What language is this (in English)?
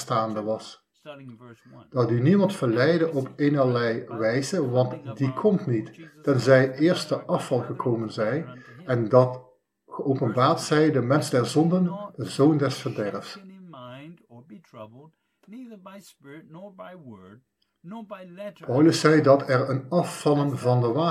Dutch